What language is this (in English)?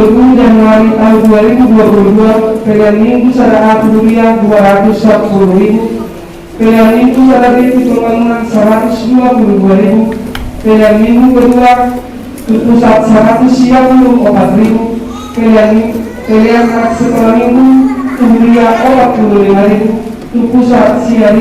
Batak Toba